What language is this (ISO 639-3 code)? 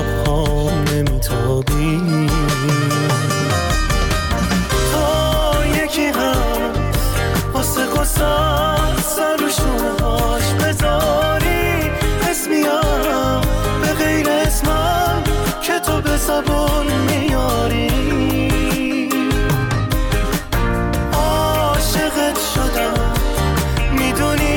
fas